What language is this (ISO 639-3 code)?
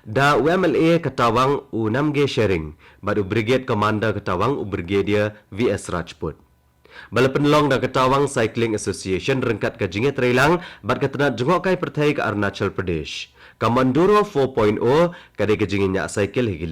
kha